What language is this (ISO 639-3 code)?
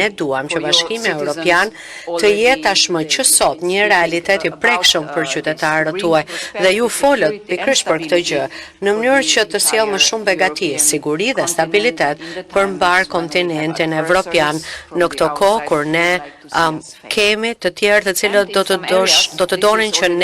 sqi